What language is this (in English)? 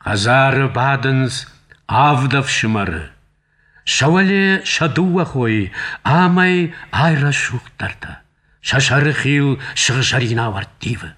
Ossetic